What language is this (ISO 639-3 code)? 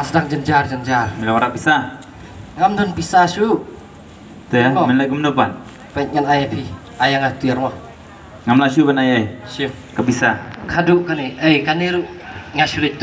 kha